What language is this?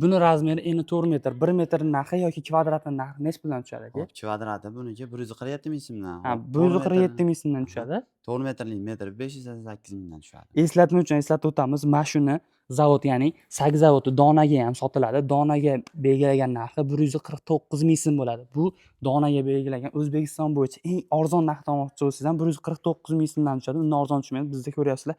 Uzbek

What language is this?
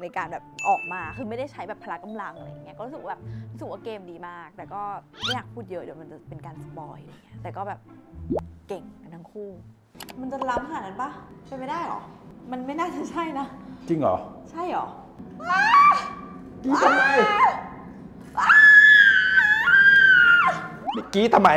Thai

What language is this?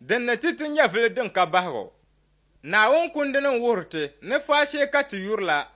Dagbani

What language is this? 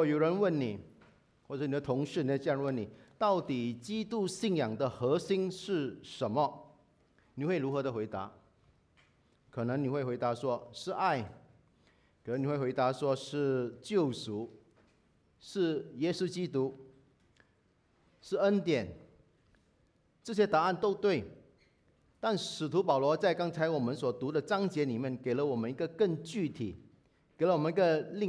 Chinese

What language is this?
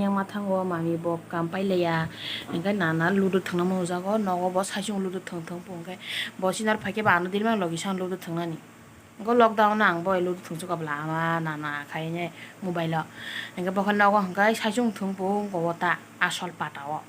Kok Borok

